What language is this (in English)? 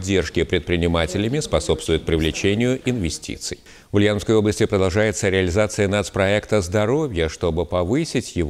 Russian